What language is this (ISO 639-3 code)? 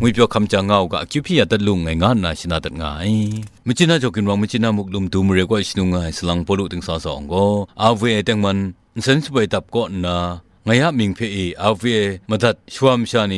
kac